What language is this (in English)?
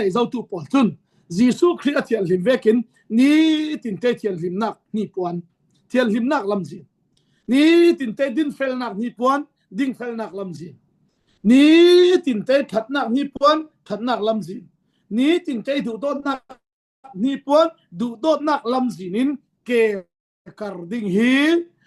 Falam Chin